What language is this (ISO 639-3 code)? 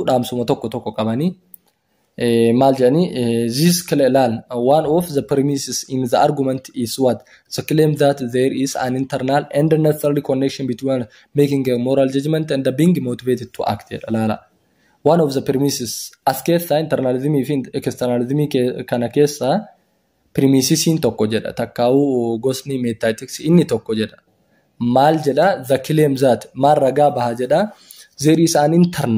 orm